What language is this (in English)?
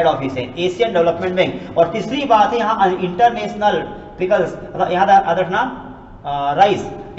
Hindi